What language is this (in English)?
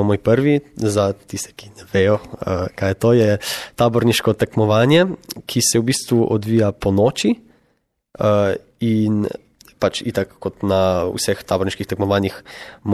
Slovenian